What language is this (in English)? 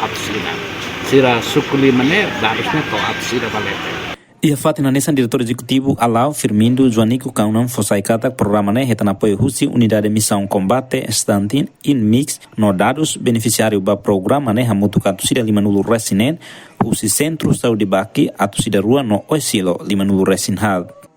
Tetum